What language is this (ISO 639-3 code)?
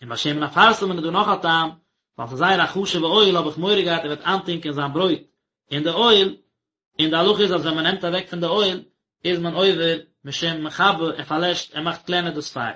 yid